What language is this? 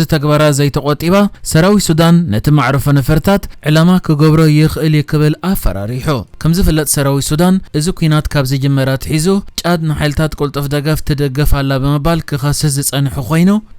Tigrinya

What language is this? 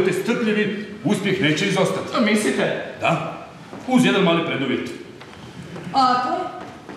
Croatian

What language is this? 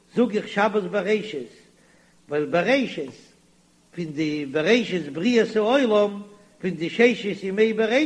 Yiddish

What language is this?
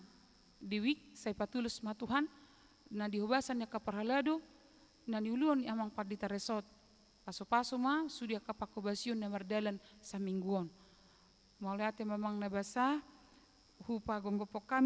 Batak Toba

